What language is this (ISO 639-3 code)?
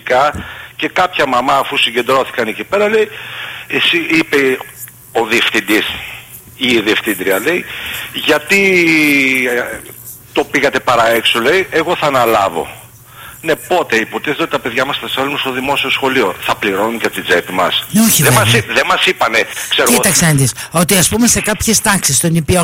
ell